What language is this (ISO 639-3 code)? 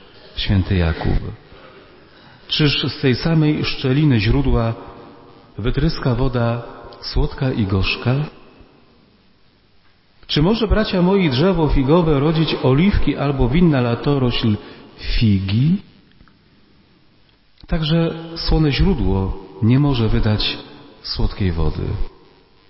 pol